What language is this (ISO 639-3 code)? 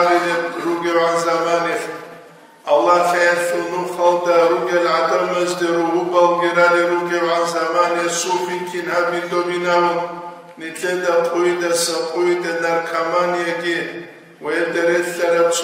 ava